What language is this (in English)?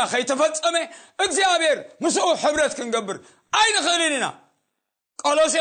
Tigrinya